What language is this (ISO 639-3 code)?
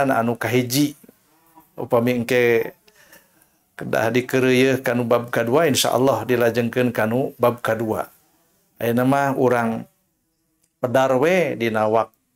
sun